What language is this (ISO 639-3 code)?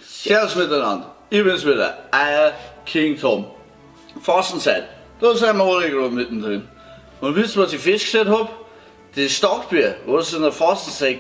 bar